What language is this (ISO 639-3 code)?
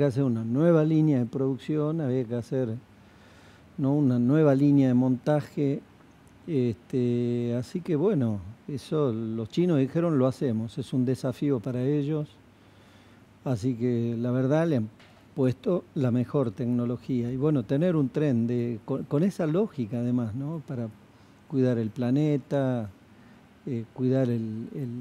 spa